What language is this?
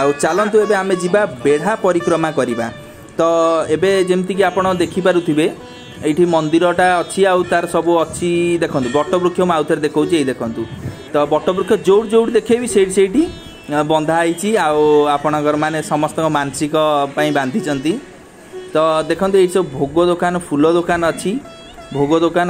Odia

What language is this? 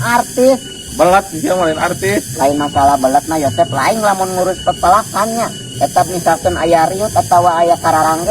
Sundanese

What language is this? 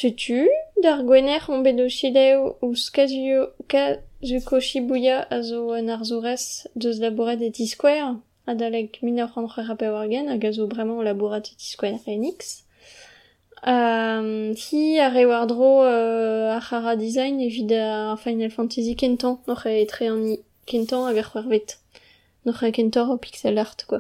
Breton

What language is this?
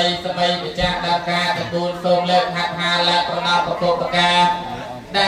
Khmer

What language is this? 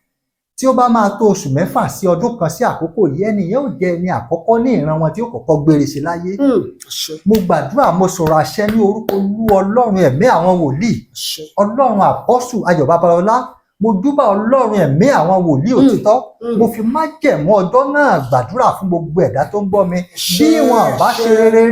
Yoruba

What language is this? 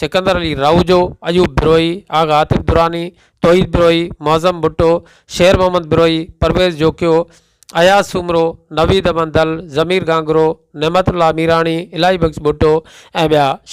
Sindhi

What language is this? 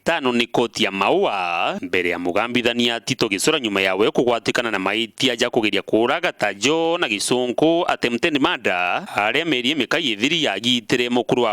Meru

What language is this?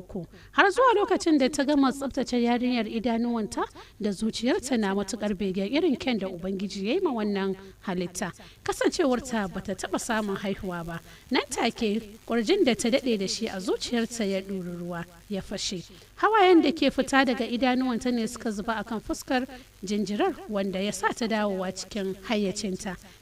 Hausa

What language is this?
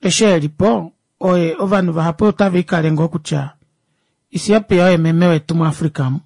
Kuanyama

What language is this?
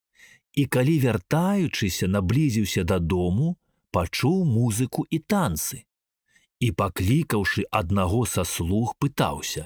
Belarusian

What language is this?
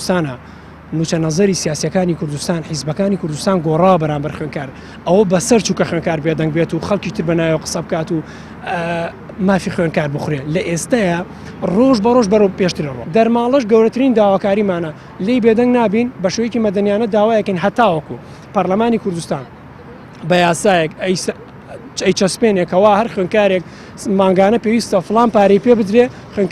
Central Kurdish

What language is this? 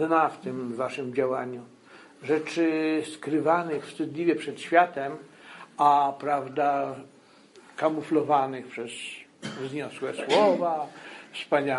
Polish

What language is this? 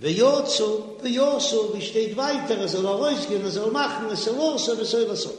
Yiddish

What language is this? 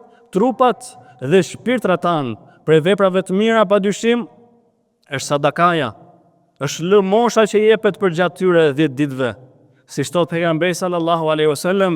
Albanian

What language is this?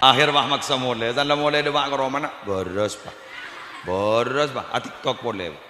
Madurese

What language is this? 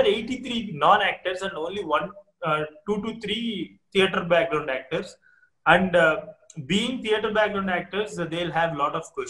English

